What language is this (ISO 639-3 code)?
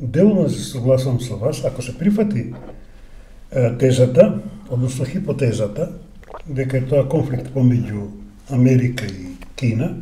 mkd